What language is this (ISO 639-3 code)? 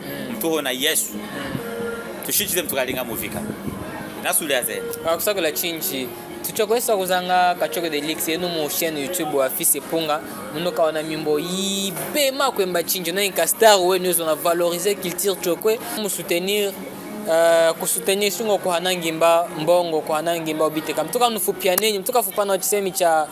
cjk